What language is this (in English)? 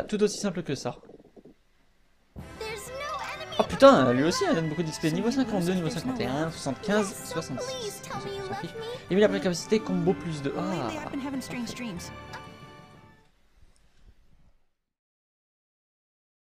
French